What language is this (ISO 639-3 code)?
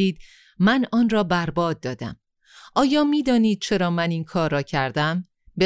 fas